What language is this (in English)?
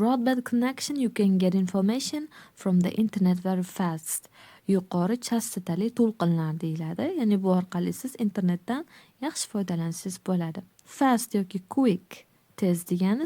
Uzbek